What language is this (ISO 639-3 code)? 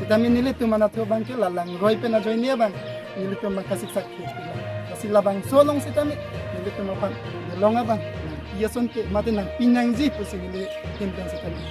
mjw